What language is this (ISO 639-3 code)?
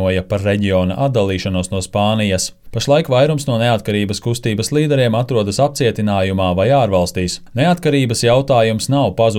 lav